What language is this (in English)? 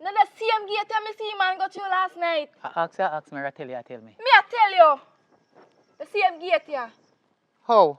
Jamaican Creole English